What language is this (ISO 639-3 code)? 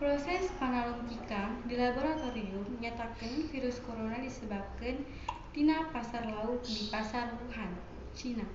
sun